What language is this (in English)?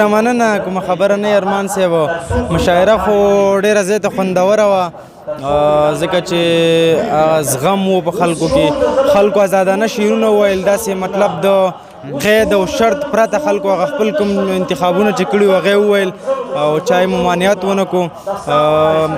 Pashto